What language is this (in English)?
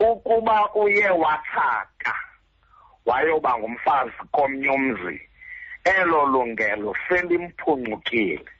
Xhosa